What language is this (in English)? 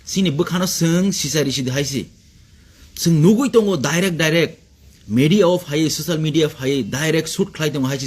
Kok Borok